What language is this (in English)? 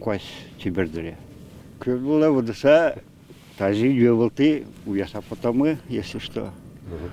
Udmurt